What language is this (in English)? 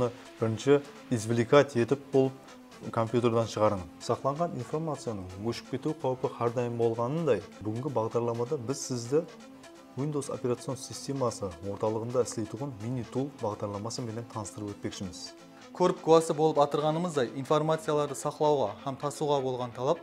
Kara-Kalpak